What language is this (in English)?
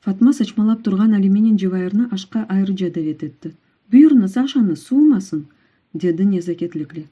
Crimean Tatar